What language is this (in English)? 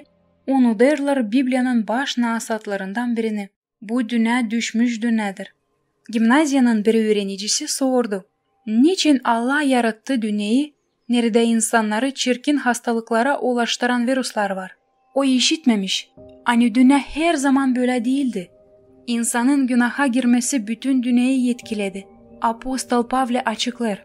Gagauz